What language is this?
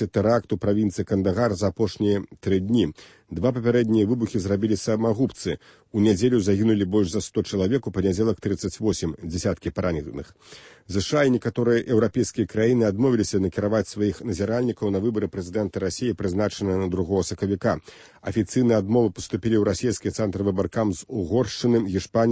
Belarusian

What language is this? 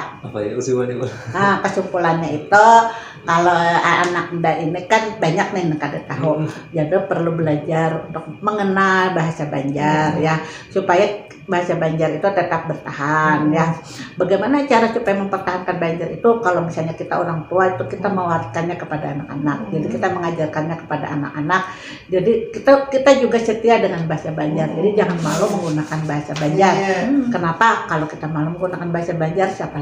Banjar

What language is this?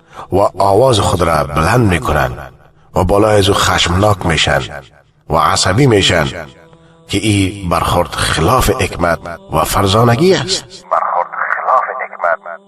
Persian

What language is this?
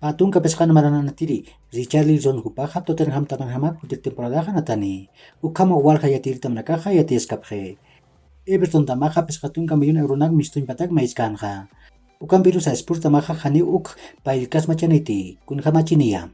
Aymara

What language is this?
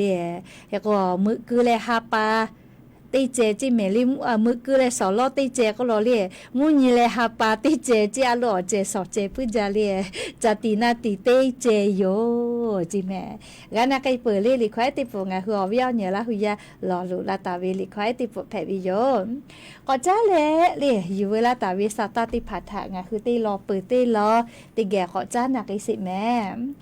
Lahu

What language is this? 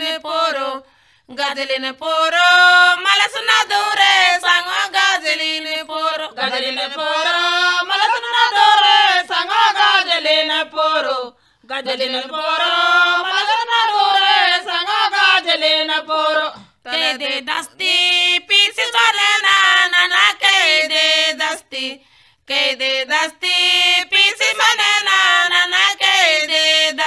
Gondi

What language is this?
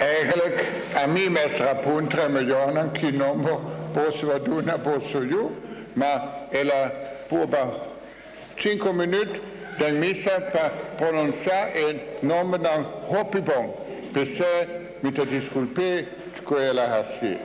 Papiamento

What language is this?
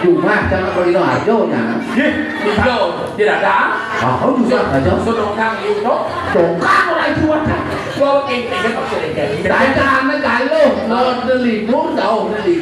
Balinese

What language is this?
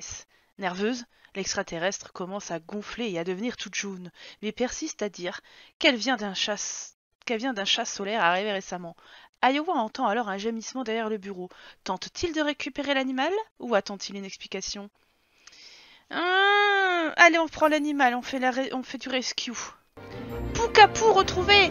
French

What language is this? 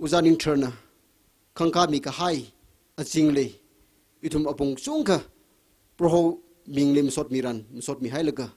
Tangkhul Naga (India)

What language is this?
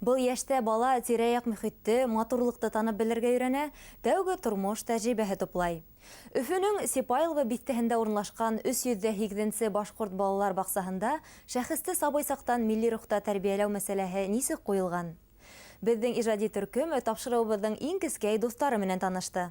Bashkir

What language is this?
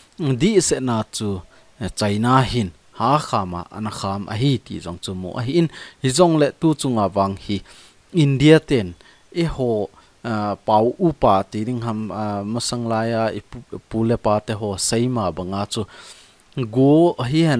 Thado Chin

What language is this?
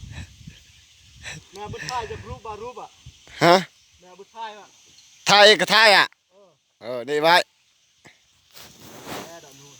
Lao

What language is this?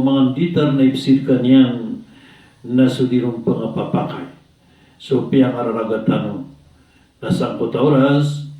Maranao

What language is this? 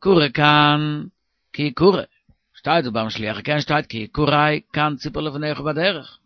Yiddish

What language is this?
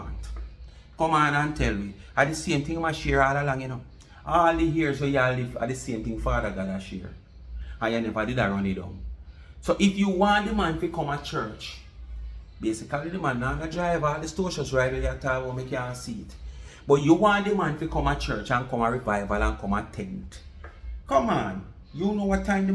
Jamaican Creole English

